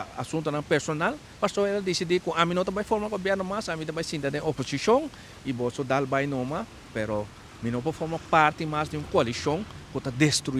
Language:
Papiamento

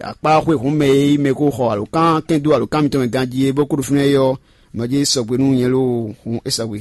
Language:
Fon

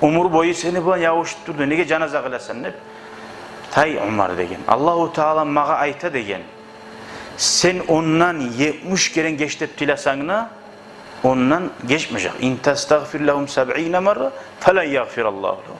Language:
Kumyk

